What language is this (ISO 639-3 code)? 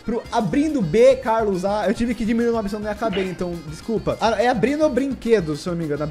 por